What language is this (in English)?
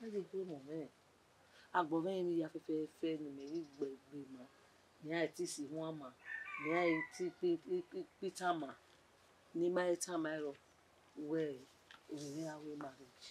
Bini